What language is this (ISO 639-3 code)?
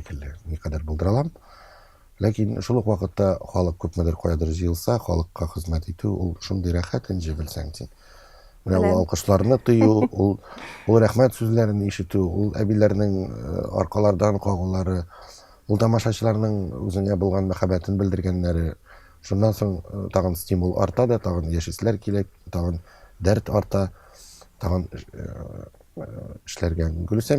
tat